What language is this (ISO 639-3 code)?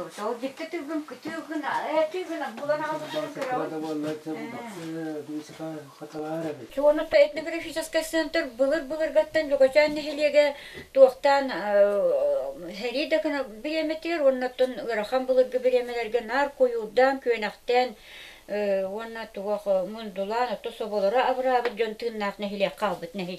sah